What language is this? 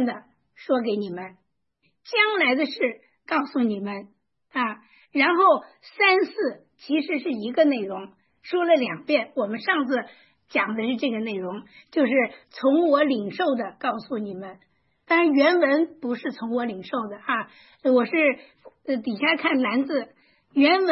Chinese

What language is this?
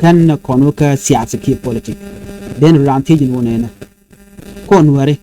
Nuer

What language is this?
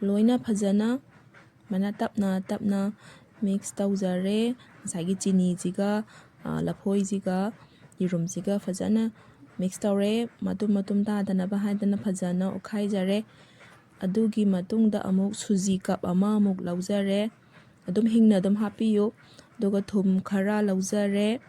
Manipuri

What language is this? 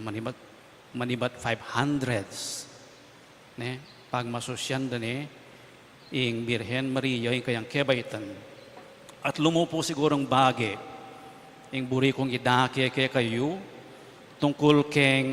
Pampanga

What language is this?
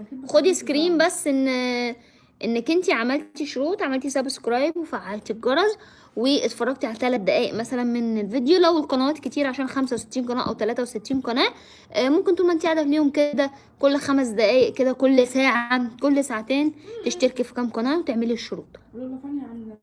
Egyptian Arabic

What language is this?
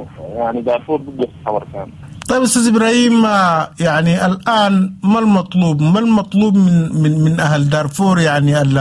Sudanese Arabic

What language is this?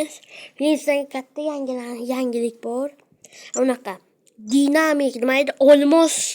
Uzbek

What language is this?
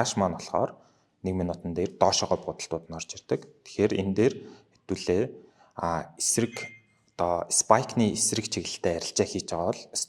Mongolian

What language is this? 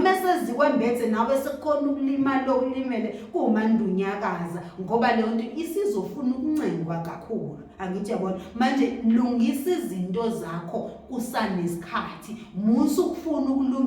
Zulu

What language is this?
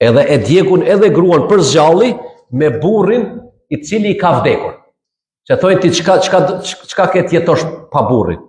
Albanian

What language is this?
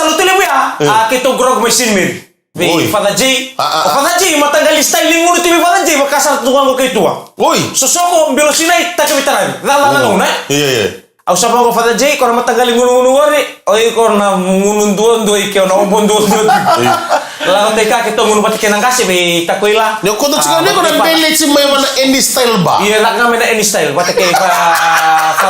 Fijian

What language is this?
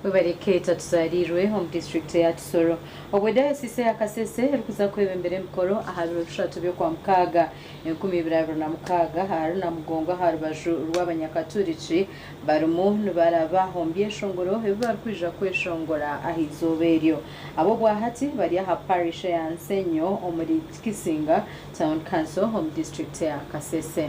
Nyankole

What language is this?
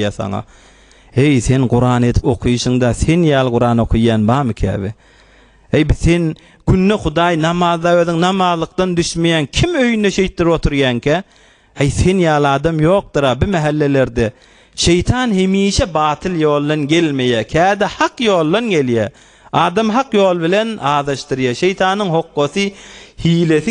Turkmen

